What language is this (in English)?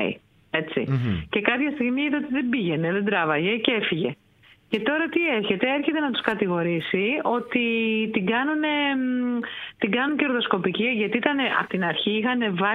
Greek